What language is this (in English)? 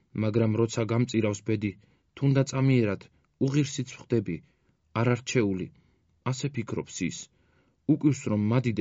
Georgian